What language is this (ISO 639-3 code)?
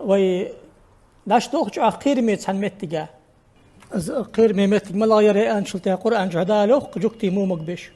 inh